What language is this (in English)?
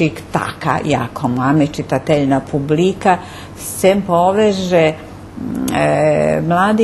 Rusyn